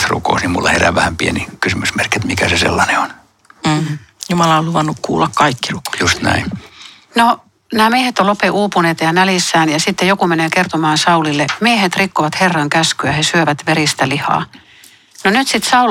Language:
Finnish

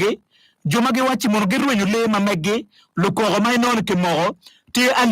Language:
Acoli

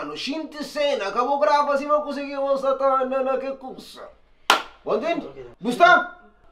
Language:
Kabuverdianu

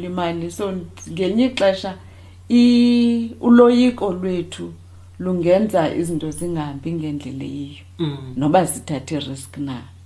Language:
Xhosa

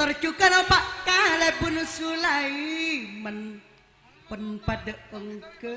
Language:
Madurese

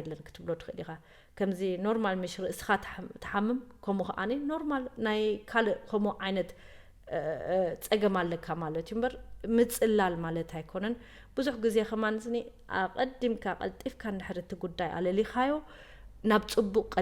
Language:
Tigrinya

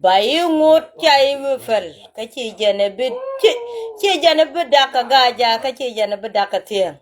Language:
Nuer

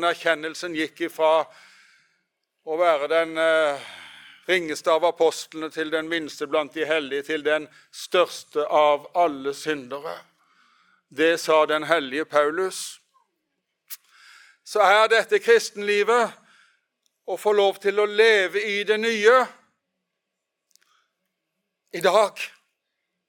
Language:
Norwegian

